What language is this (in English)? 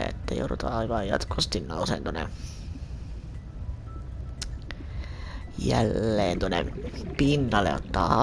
Finnish